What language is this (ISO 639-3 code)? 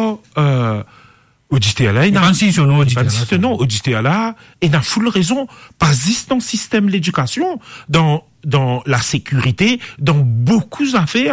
mfe